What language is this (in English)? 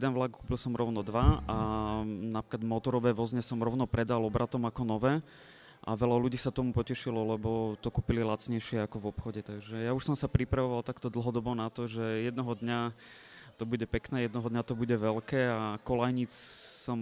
Slovak